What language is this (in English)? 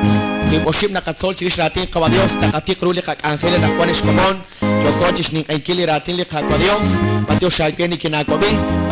Kekchí